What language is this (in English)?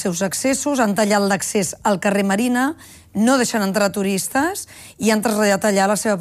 Catalan